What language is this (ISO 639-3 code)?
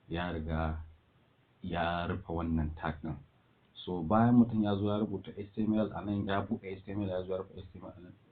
hau